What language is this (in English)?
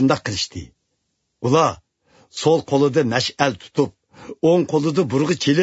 Uyghur